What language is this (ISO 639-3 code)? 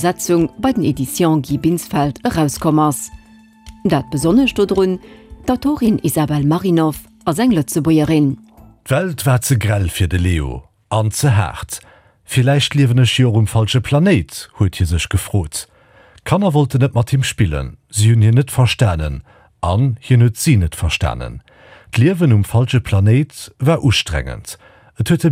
ltz